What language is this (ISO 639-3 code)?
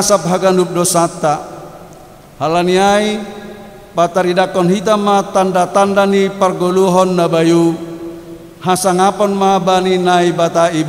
bts